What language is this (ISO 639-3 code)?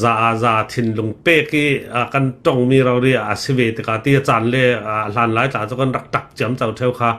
cnh